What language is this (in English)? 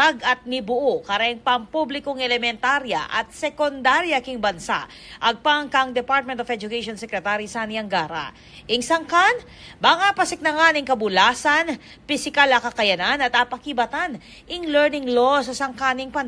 Pampanga